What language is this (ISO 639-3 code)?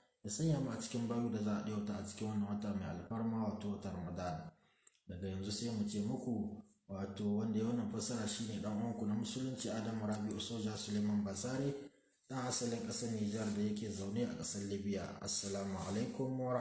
hau